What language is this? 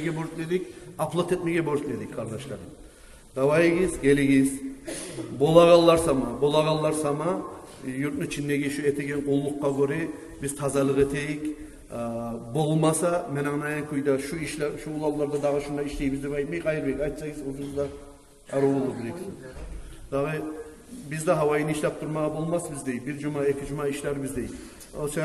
Kumyk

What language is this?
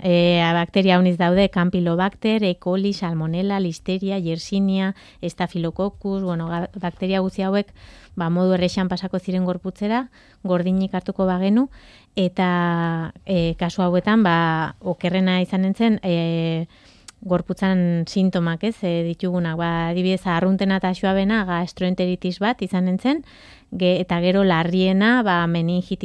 Basque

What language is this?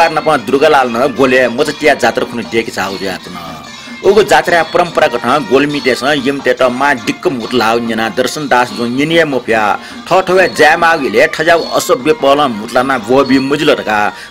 Newari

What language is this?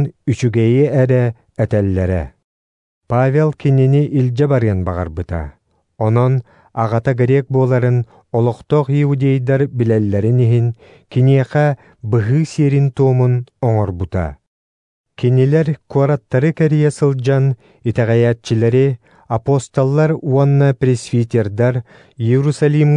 Yakut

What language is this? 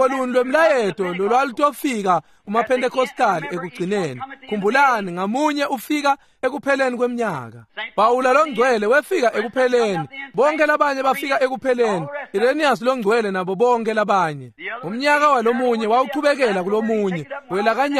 Swati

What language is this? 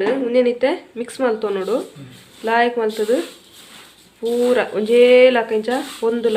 Tulu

